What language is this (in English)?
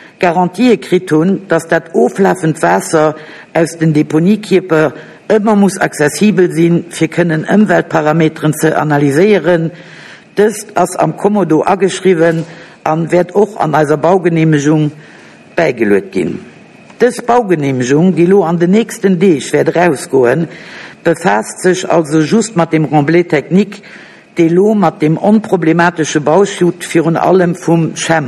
Luxembourgish